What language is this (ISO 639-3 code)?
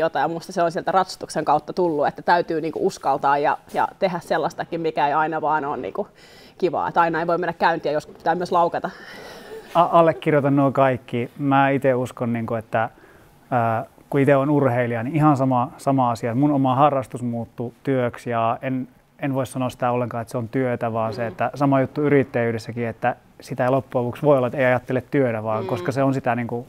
fin